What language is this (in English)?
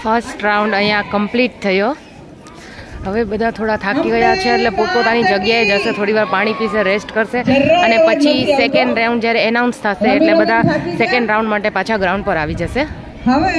Gujarati